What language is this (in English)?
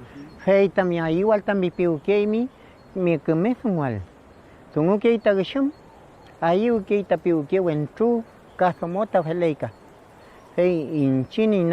Mapuche